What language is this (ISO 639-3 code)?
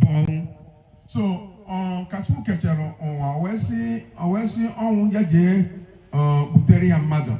ibo